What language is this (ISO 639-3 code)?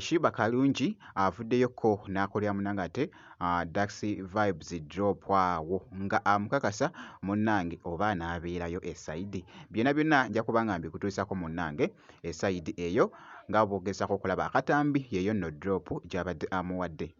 lug